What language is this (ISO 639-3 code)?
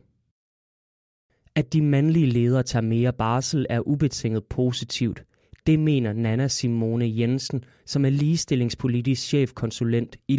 dan